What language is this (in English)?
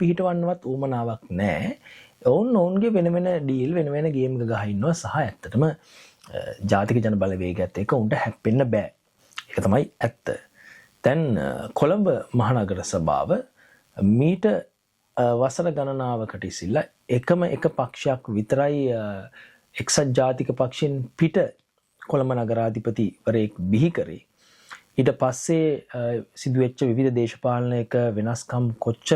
Sinhala